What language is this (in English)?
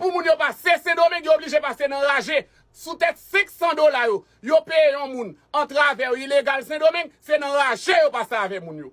Haitian Creole